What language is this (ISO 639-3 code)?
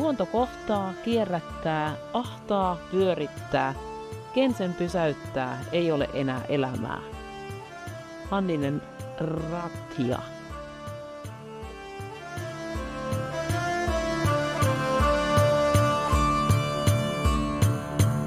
fin